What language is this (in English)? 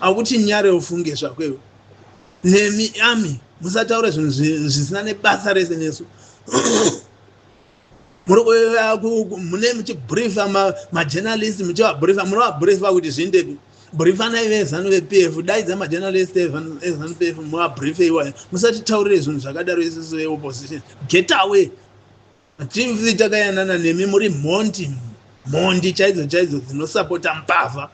Shona